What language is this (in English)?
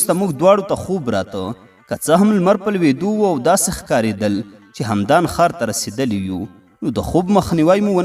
Pashto